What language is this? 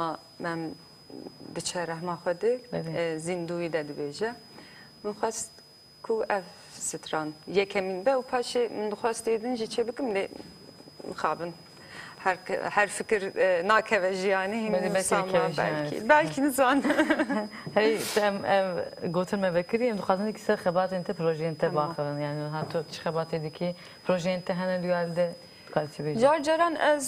Kurdish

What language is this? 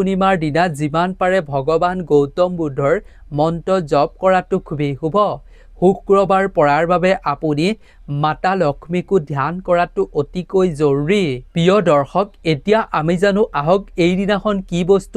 Assamese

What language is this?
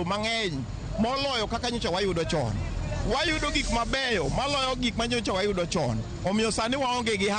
Luo (Kenya and Tanzania)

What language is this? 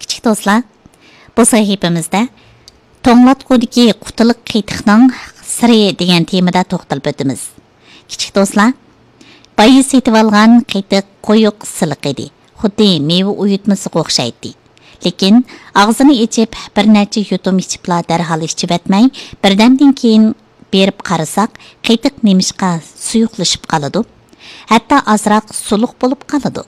Uyghur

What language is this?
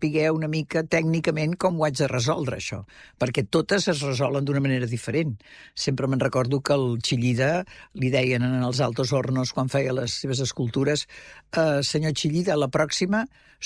Catalan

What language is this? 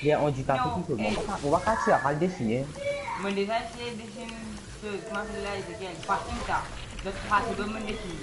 Morisyen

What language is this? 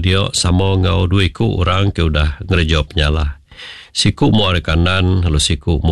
Iban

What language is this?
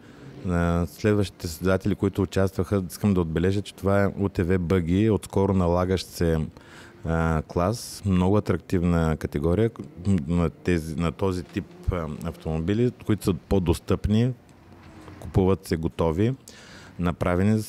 Bulgarian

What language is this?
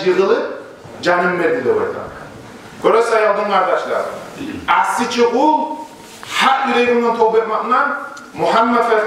Kumyk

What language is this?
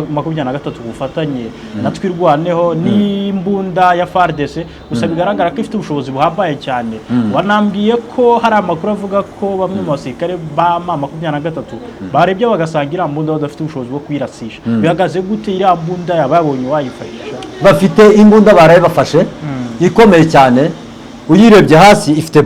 Kinyarwanda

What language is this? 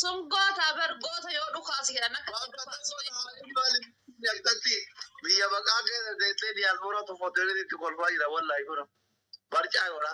Oromo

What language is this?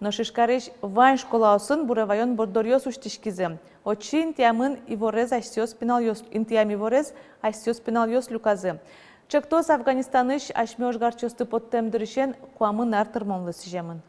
Udmurt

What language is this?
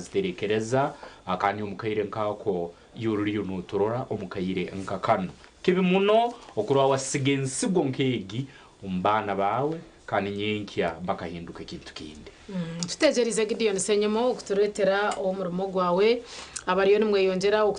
Nyankole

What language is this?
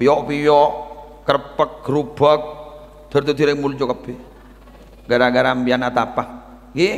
Madurese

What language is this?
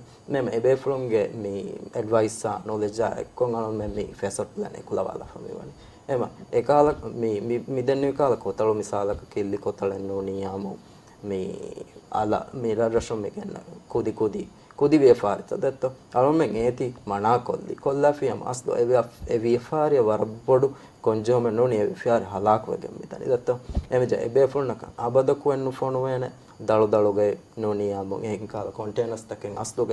Divehi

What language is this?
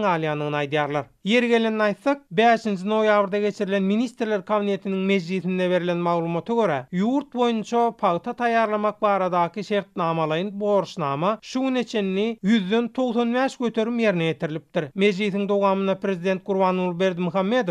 Turkmen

